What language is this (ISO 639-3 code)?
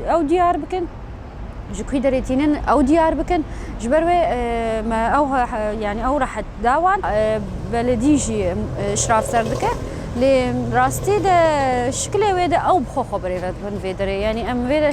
kur